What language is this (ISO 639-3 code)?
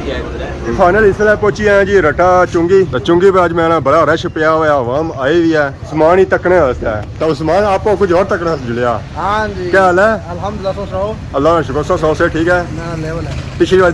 phr